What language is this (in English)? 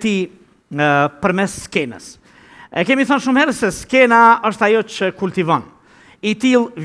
Albanian